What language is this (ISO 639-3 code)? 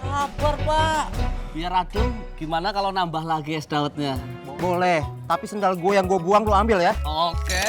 bew